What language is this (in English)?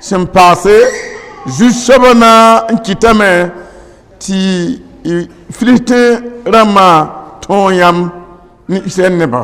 Mossi